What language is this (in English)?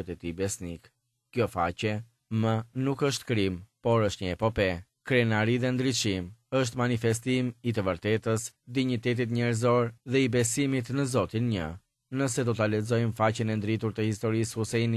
Albanian